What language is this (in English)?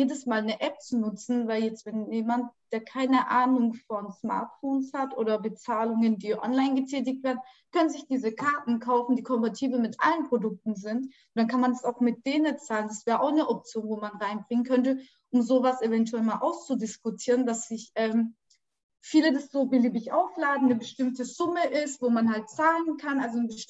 German